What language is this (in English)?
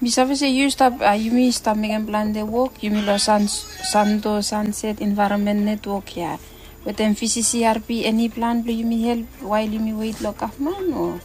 Bislama